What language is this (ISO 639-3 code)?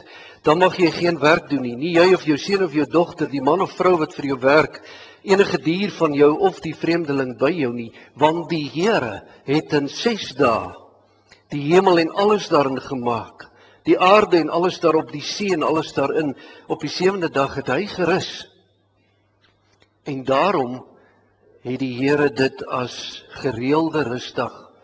afr